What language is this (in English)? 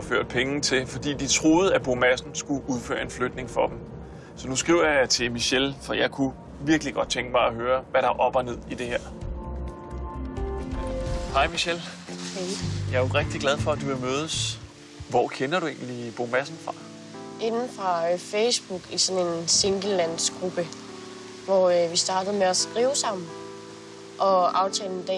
Danish